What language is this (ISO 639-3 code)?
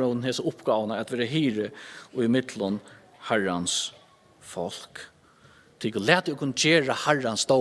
fao